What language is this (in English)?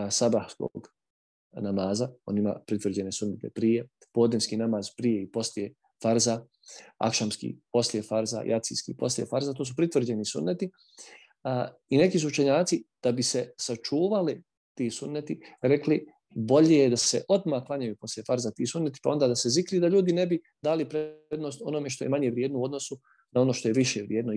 Bosnian